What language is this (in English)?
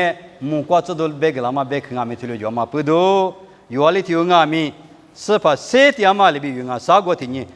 Lisu